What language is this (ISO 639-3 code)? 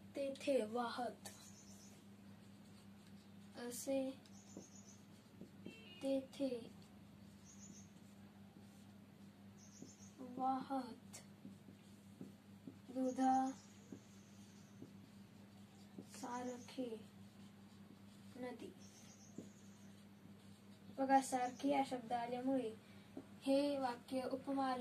mar